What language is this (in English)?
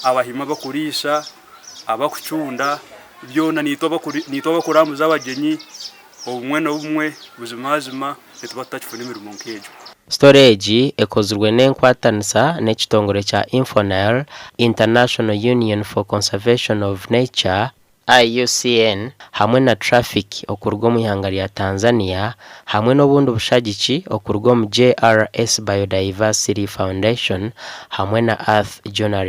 Nyankole